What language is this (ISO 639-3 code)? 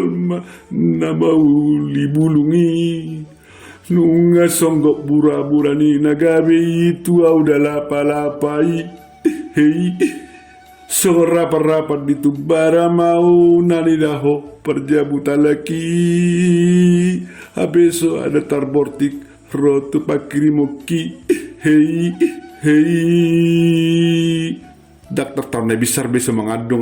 bbc